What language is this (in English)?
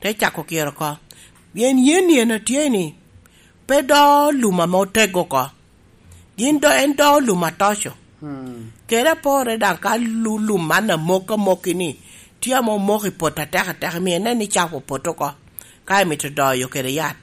Lango (Uganda)